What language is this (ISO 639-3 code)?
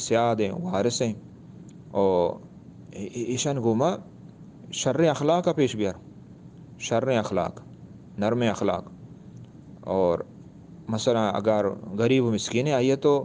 bgp